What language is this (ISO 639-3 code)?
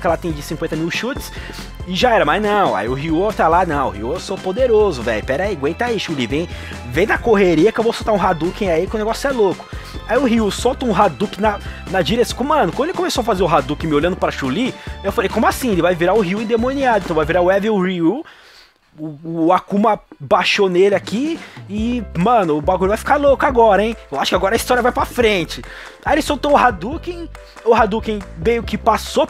por